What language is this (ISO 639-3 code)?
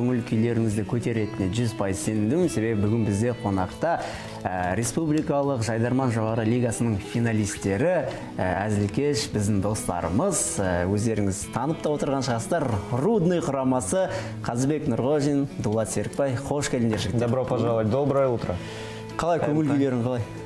kaz